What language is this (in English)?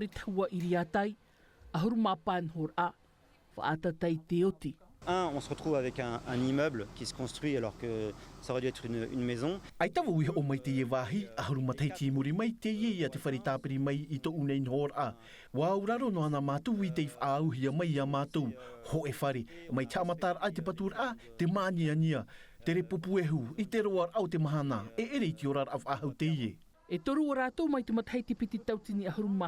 Tahitian